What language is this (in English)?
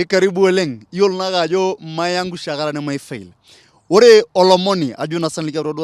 Masai